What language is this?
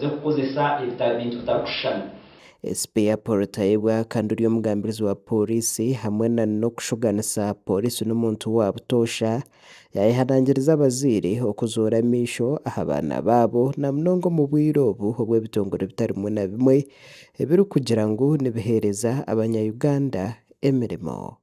Nyankole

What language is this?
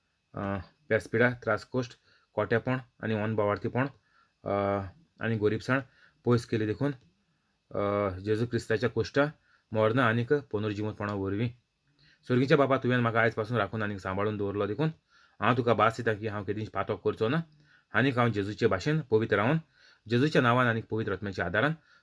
Konkani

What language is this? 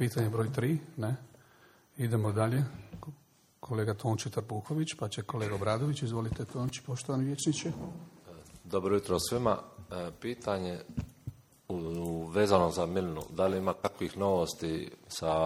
Croatian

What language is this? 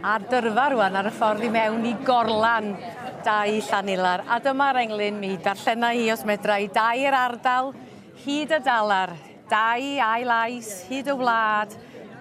Welsh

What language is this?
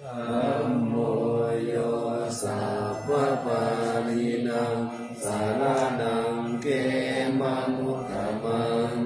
Pali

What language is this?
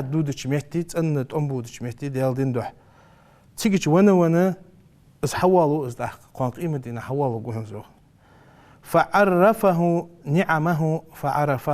Ingush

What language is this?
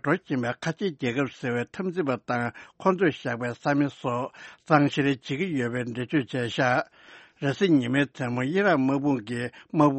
Tibetan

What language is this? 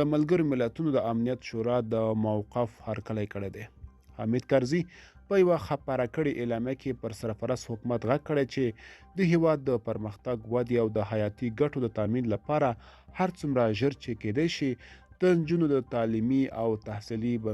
Pashto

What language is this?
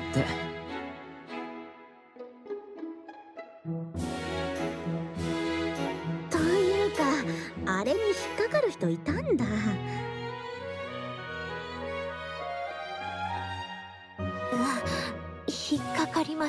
Japanese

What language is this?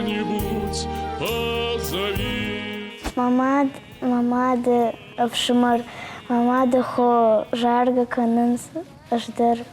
Ossetic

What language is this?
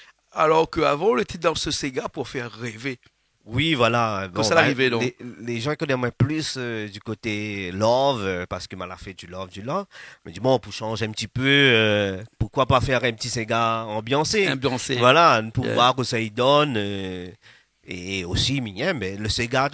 Réunion Creole French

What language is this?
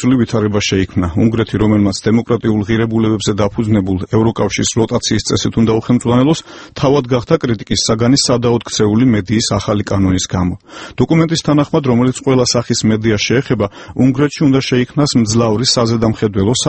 Georgian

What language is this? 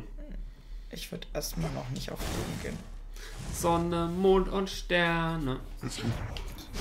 German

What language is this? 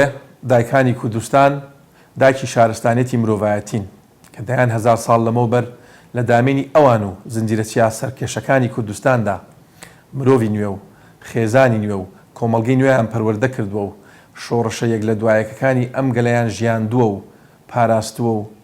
Central Kurdish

